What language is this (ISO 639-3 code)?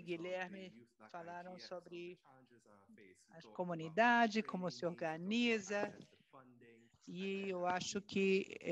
por